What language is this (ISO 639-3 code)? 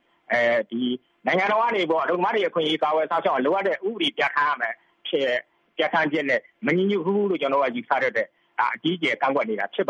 mya